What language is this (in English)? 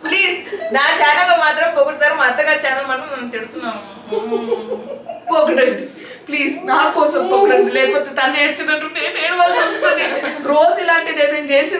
Telugu